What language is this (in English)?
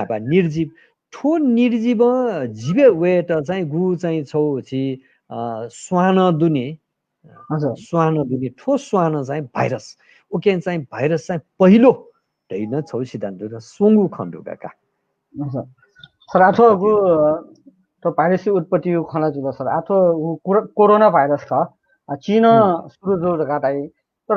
Newari